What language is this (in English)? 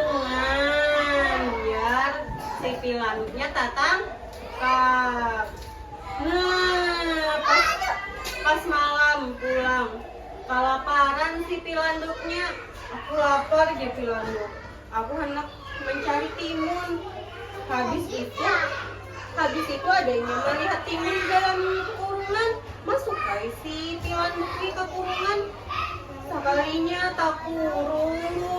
Banjar